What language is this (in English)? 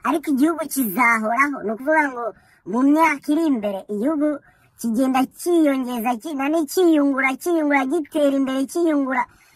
Kinyarwanda